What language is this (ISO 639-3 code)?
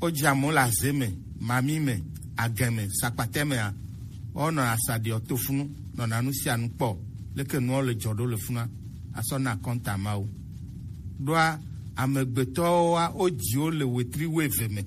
gej